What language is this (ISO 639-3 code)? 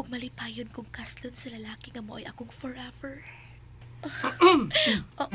ceb